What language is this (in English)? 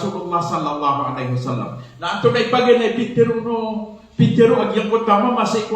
Maranao